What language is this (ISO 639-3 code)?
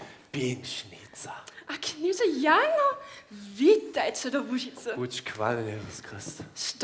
hsb